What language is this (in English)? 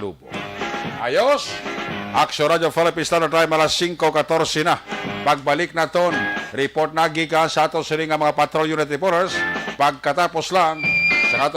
Hiligaynon